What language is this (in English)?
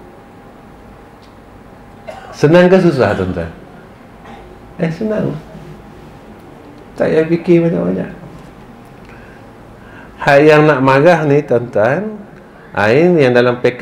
Malay